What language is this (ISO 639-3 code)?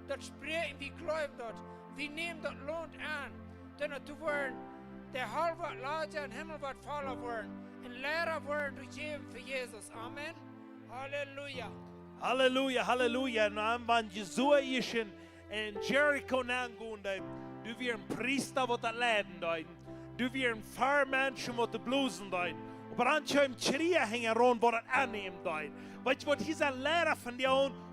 pdt